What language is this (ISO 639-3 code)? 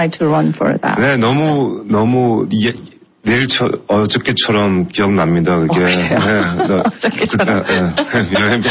kor